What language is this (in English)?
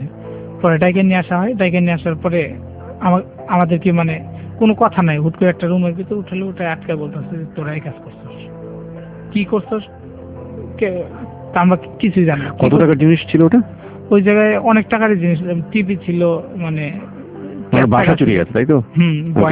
Bangla